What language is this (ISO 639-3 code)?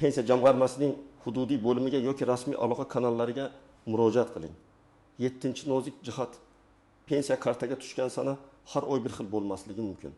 uzb